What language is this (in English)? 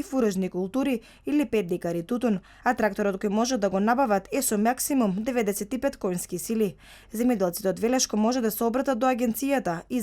Macedonian